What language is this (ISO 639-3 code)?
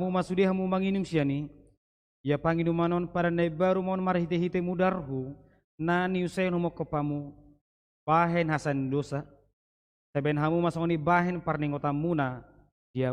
bbc